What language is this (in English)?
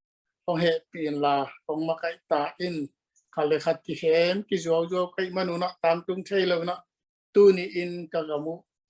Tedim Chin